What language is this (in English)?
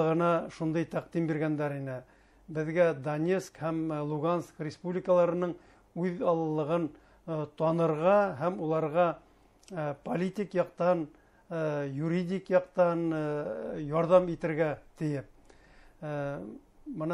Bashkir